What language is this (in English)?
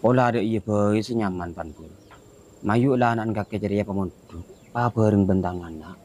Madurese